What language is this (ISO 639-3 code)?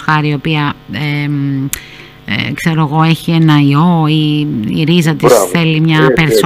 ell